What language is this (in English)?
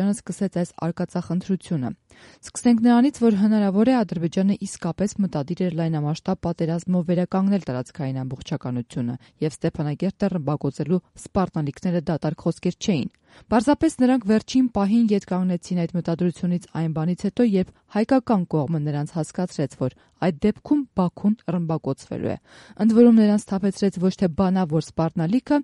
Armenian